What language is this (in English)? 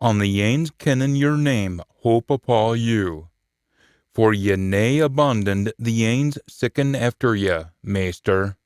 Scots